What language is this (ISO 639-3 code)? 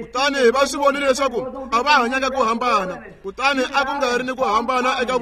tso